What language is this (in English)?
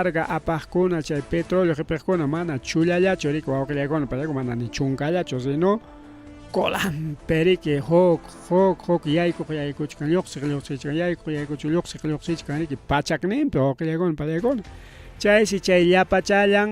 Ayacucho Quechua